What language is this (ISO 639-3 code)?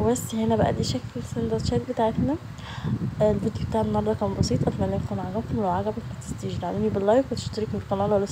arz